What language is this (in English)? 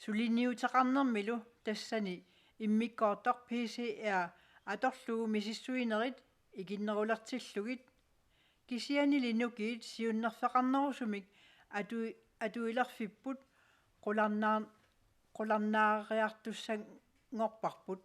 Kalaallisut